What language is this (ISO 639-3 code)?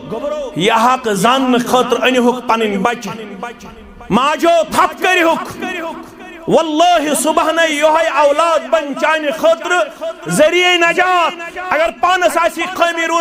kas